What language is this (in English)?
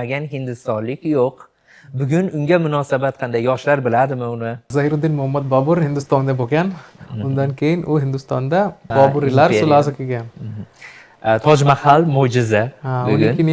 Uzbek